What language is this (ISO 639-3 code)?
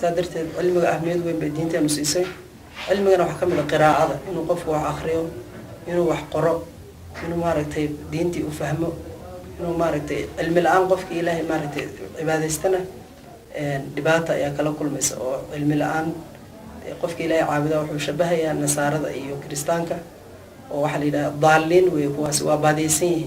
som